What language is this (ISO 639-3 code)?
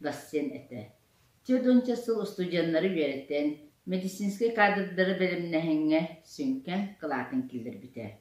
sah